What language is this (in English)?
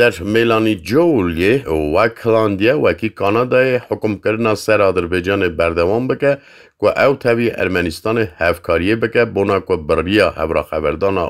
Kurdish